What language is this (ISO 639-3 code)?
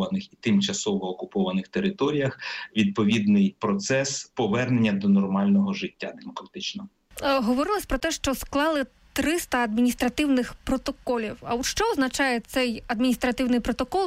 ukr